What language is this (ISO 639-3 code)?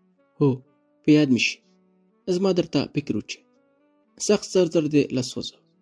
pus